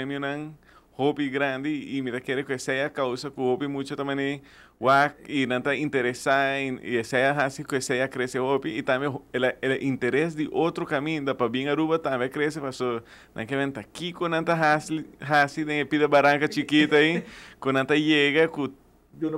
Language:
Papiamento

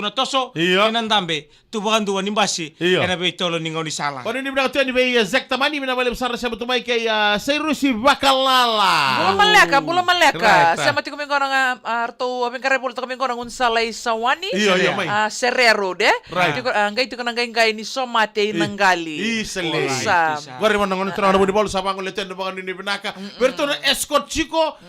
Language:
Fijian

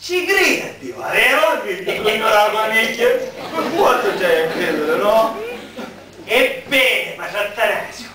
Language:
Sicilian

